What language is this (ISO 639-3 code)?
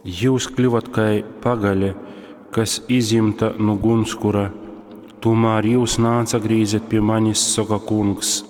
ltg